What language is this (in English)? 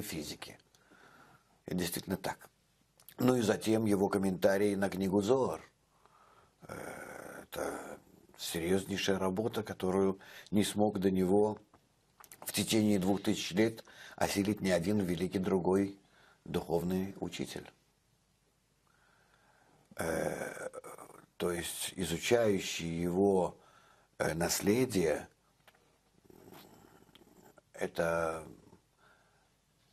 Russian